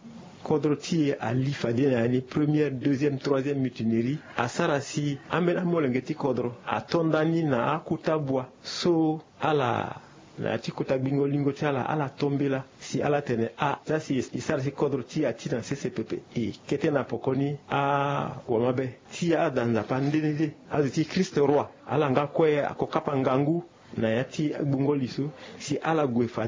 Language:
Sango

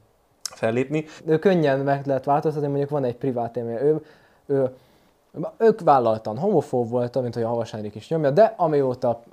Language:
Hungarian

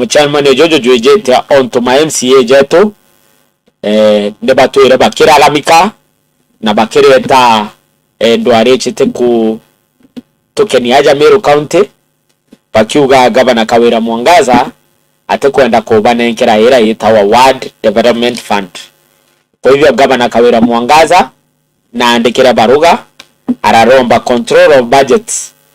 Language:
Meru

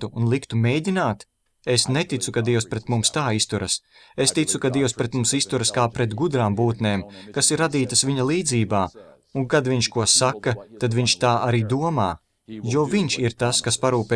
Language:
Latvian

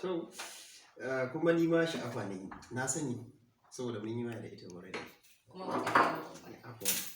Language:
Hausa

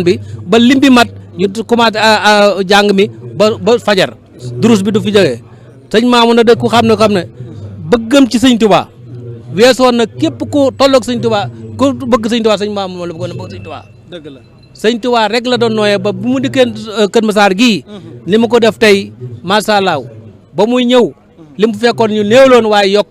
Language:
Wolof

